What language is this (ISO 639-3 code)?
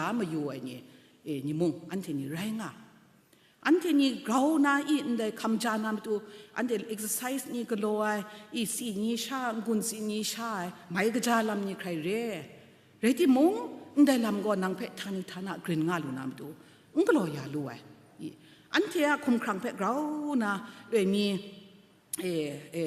kac